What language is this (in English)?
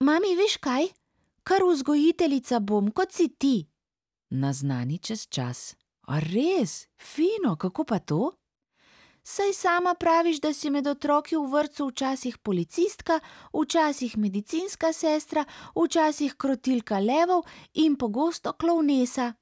Slovenian